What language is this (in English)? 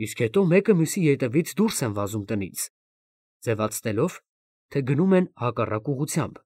Armenian